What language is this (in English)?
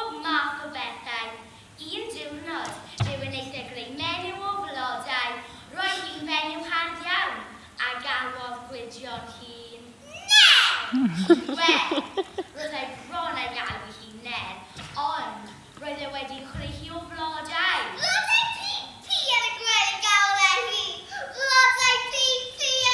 Welsh